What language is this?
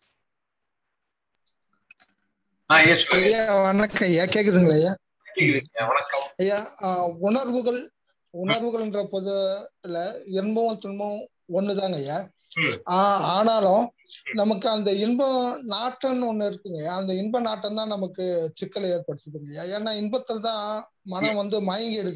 Tamil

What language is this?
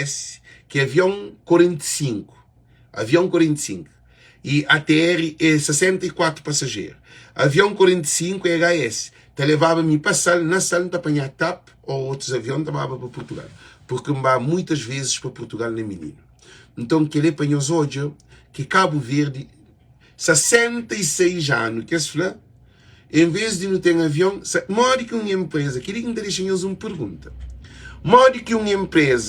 Kabuverdianu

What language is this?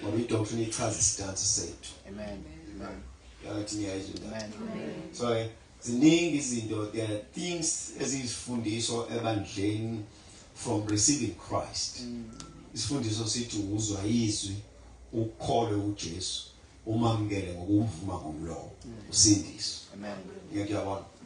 Zulu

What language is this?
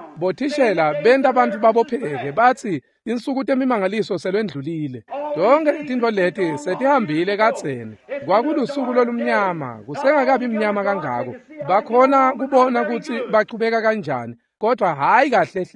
Swati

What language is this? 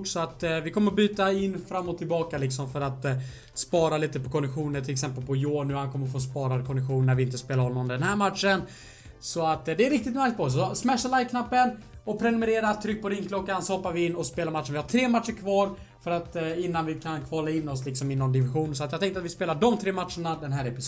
Swedish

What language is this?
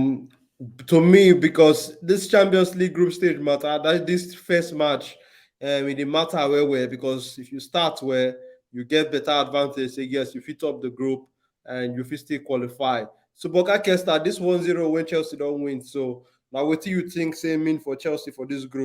Nigerian Pidgin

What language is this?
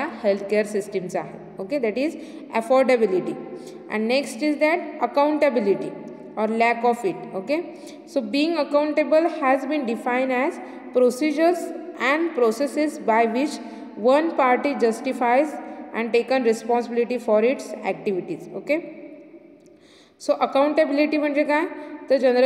Marathi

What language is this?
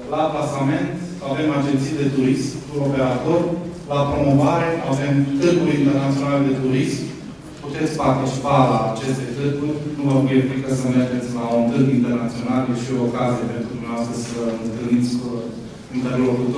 Romanian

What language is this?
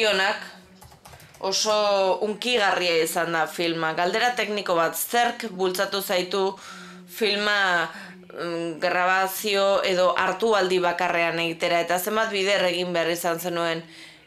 Basque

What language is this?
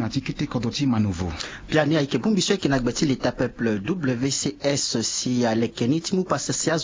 Sango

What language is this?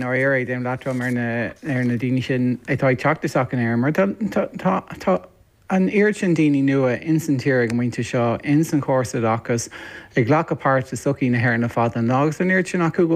Irish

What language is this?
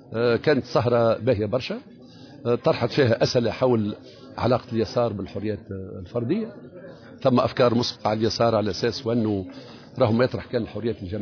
Tunisian Arabic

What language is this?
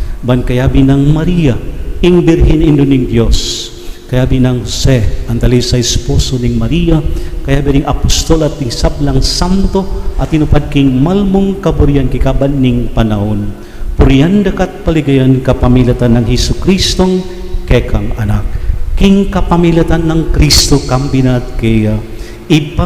Pampanga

